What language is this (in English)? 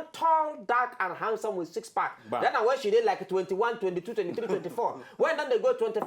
Nigerian Pidgin